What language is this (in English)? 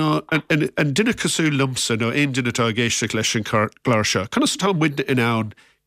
Irish